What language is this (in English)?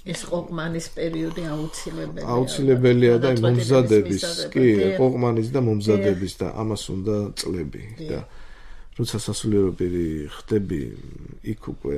Georgian